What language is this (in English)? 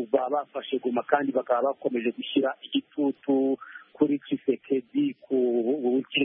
Kinyarwanda